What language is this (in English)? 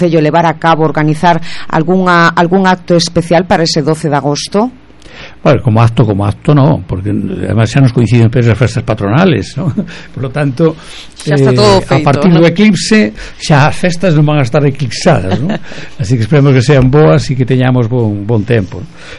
Galician